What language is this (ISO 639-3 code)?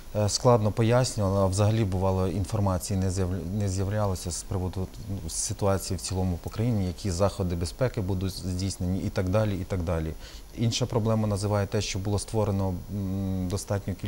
ukr